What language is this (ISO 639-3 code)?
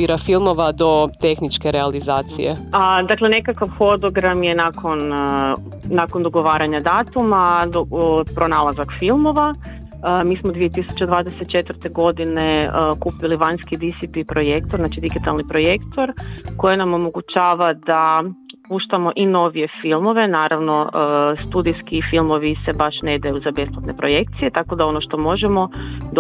hrv